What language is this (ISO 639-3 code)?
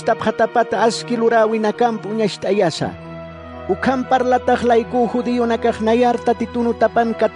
aym